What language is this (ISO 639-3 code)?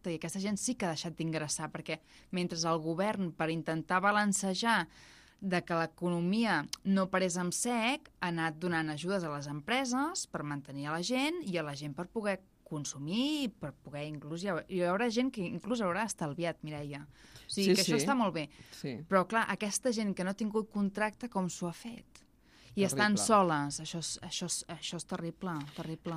cat